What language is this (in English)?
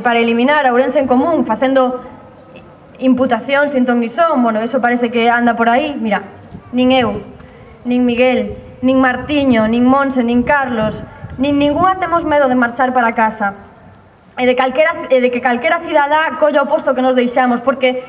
Galician